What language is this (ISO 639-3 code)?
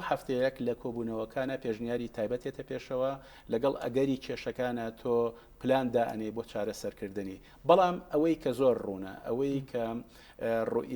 ckb